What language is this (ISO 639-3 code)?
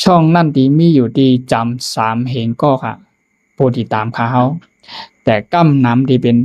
shn